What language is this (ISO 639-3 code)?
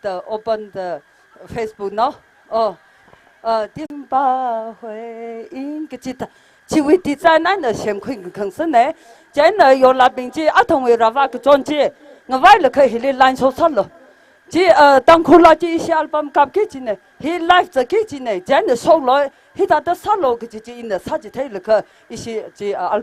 nmf